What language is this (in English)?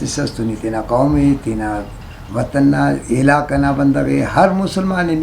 Brahui